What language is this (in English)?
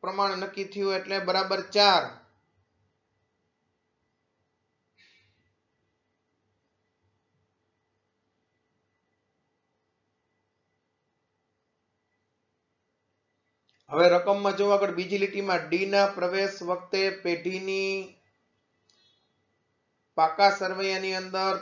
Gujarati